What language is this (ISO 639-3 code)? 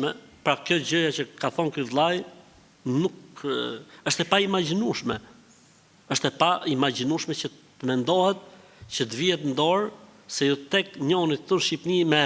sqi